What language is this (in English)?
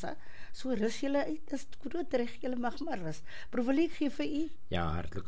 Afrikaans